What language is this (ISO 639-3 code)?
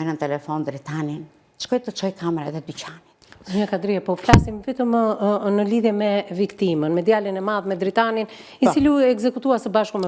sqi